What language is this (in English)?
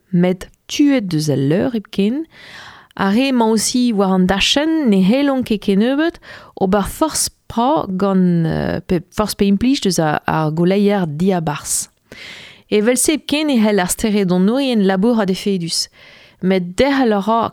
Breton